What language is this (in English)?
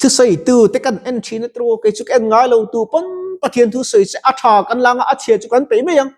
Mizo